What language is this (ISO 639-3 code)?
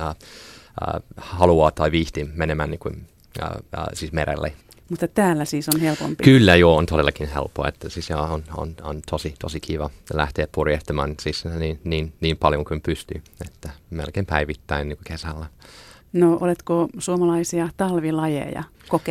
fin